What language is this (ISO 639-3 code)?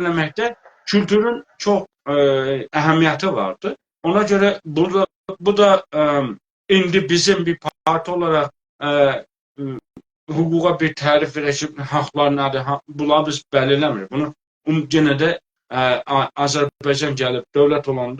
azb